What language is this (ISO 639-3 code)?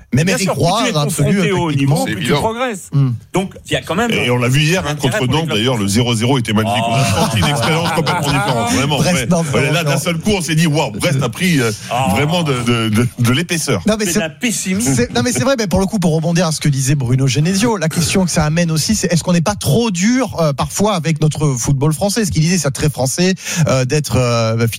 fra